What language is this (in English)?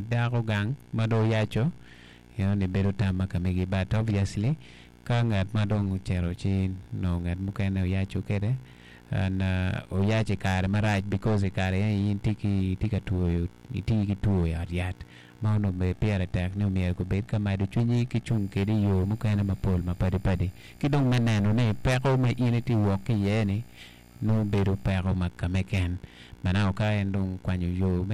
Acoli